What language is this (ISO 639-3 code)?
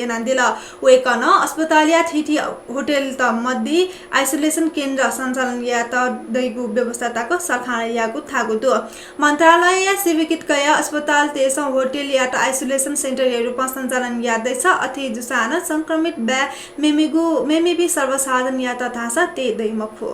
new